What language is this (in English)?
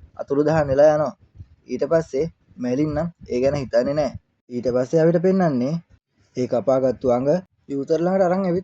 Sinhala